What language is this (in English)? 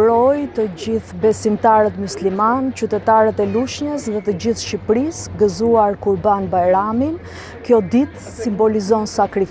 Albanian